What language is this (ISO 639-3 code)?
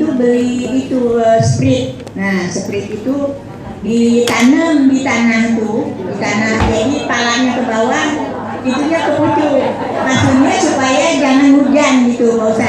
mui